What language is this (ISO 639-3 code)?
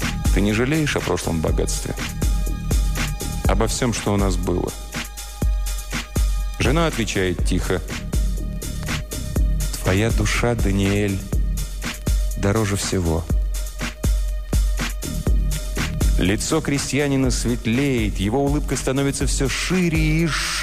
rus